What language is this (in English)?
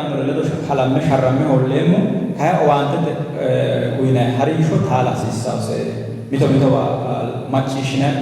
Sidamo